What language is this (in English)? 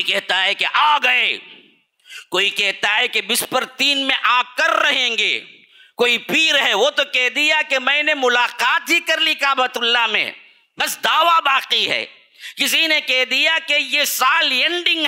Urdu